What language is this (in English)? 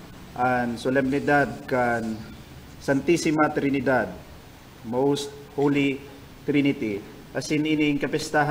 Bikol